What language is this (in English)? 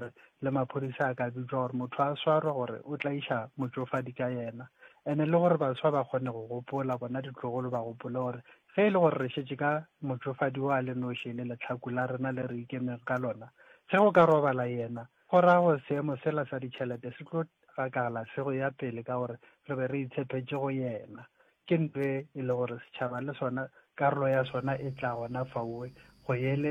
Northern Sotho